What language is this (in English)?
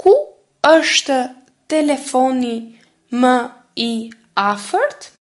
Albanian